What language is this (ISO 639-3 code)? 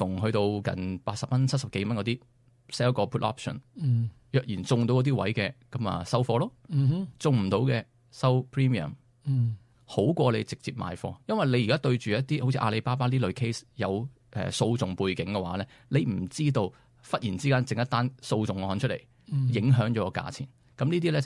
yue